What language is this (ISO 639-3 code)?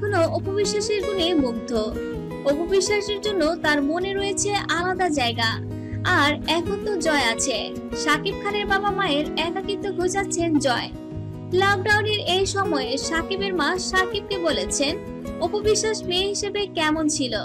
ben